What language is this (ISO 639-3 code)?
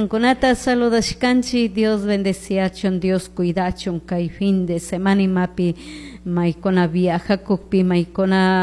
qug